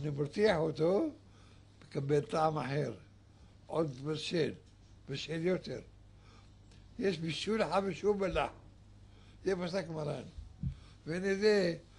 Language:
Hebrew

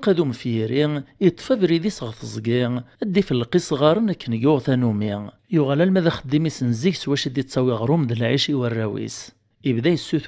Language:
Kabyle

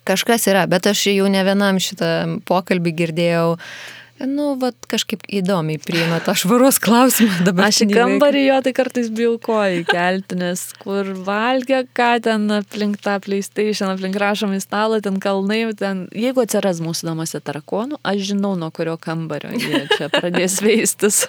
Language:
Lithuanian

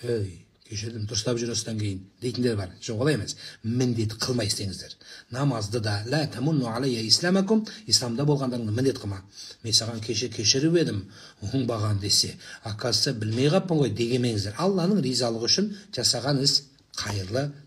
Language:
Kazakh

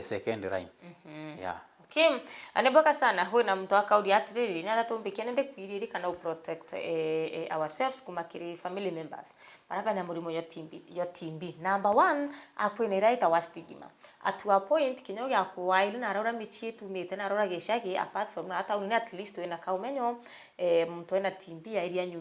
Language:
Meru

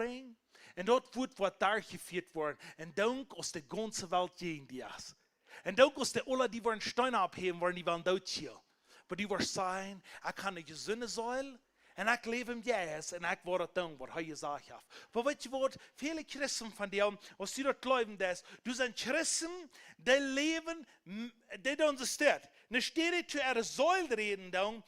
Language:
Plautdietsch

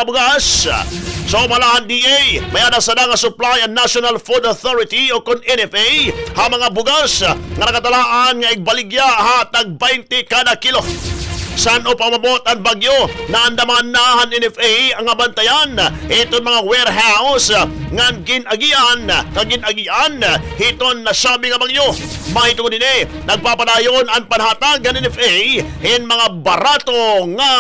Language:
Waray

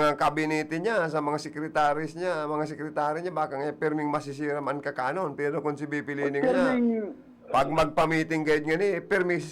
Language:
Bikol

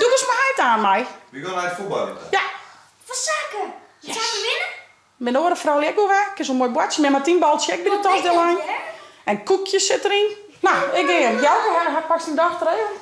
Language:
Western Frisian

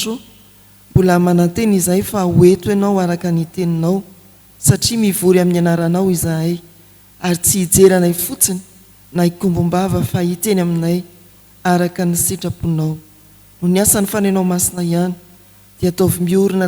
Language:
Malagasy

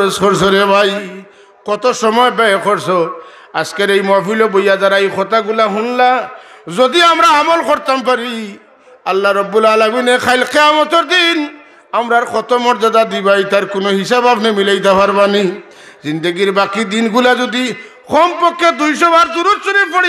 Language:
Sylheti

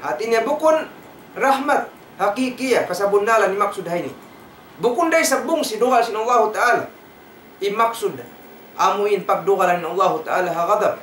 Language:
Tausug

